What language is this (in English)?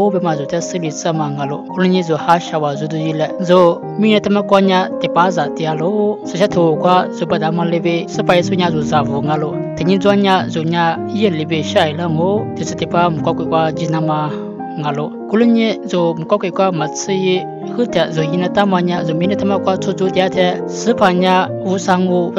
Lisu